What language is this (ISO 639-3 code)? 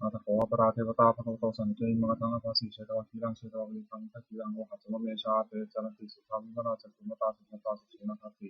pli